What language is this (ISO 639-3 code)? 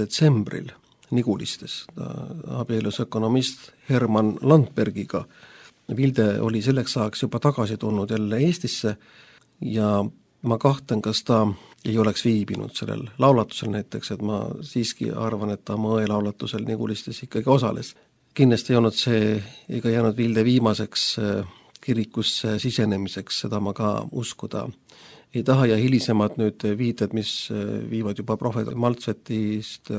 est